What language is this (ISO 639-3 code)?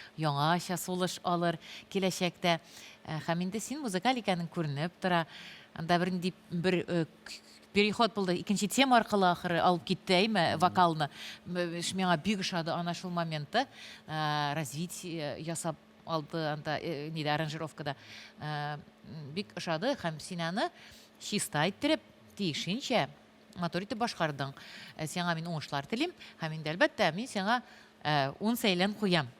tat